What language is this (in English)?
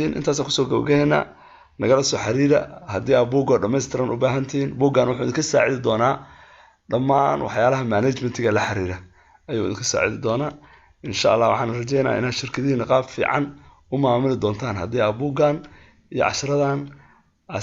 Somali